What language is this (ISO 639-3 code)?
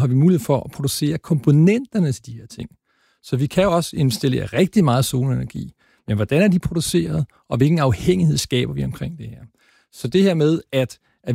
dan